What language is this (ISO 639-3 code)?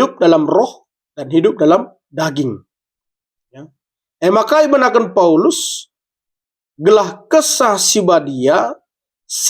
btx